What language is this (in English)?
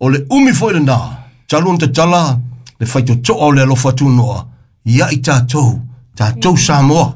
Samoan